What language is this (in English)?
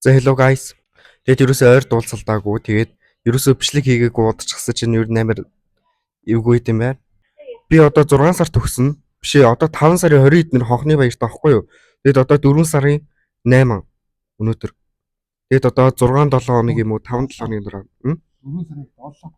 Mongolian